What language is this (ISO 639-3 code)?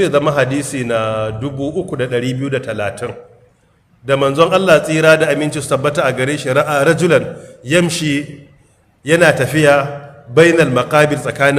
hau